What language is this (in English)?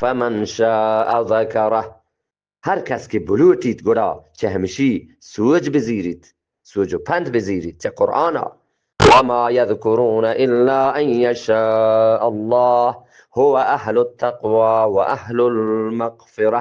Eastern Balochi